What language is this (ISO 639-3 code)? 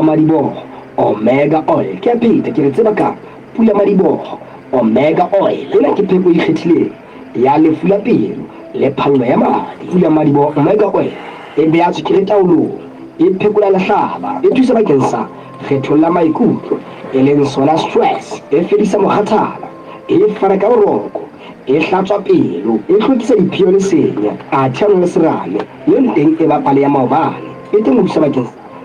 sot